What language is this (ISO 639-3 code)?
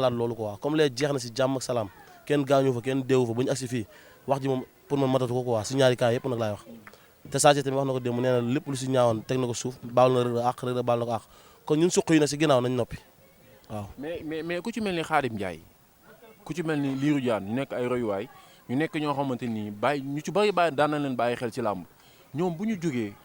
wol